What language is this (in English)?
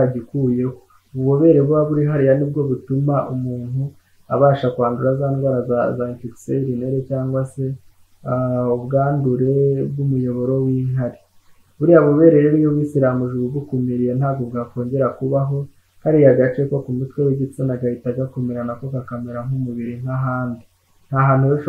Kinyarwanda